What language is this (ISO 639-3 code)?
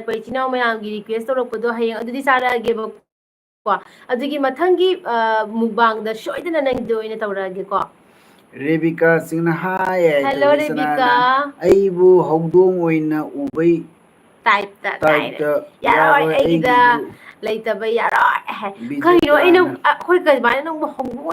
mni